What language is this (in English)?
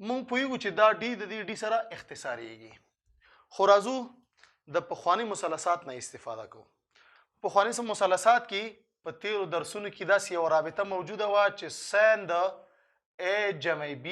Pashto